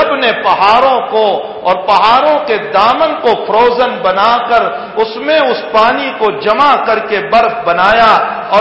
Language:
Urdu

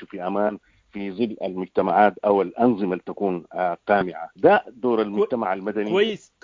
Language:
Sudanese Arabic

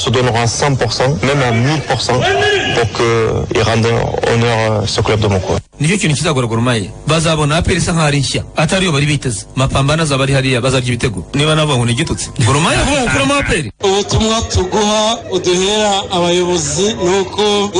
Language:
Kinyarwanda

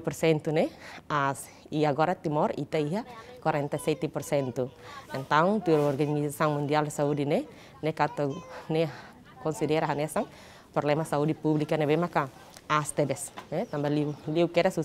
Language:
Tetum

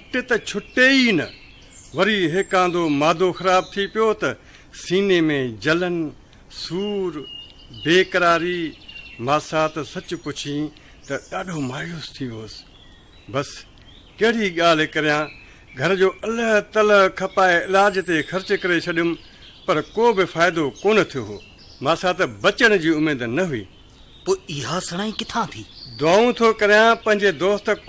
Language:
Sindhi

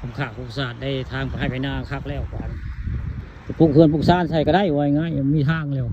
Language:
Northeastern Thai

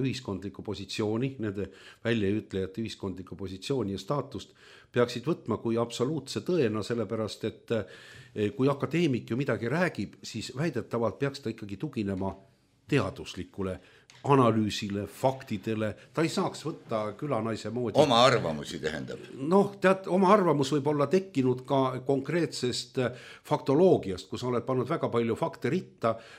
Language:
Estonian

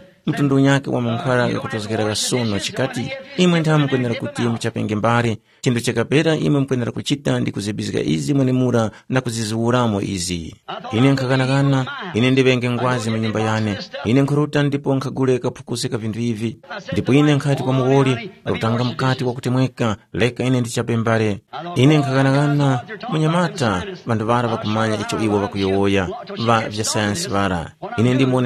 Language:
Tumbuka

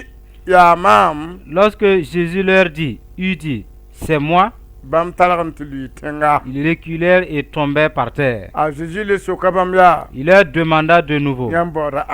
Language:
Mossi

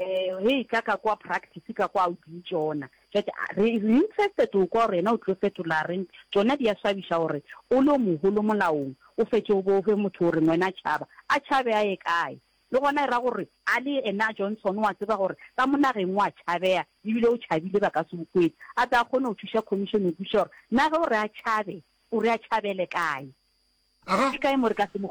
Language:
Northern Sotho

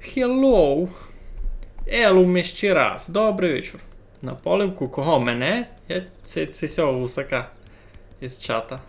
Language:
Rusyn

